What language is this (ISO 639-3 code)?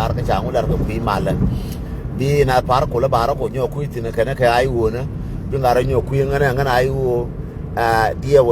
nus